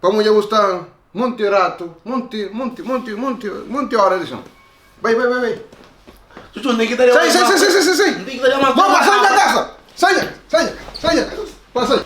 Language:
Kabuverdianu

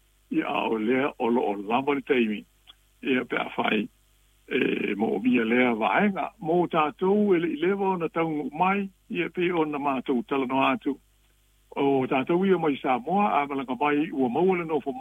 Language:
Samoan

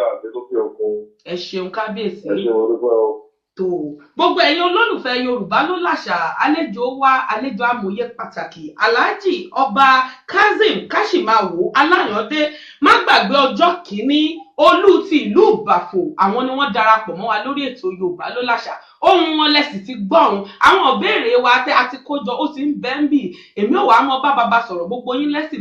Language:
Yoruba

